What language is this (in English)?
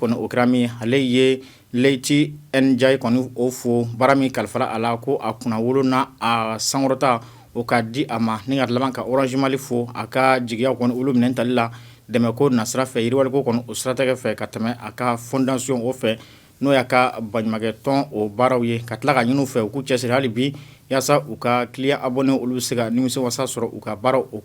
Bambara